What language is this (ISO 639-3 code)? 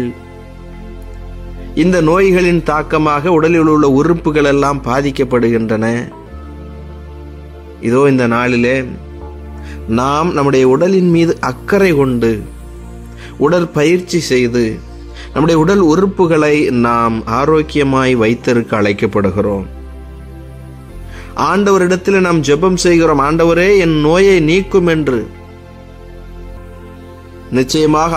tam